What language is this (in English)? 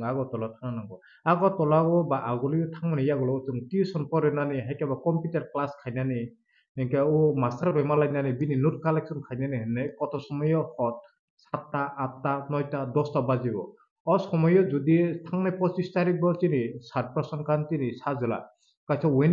Kok Borok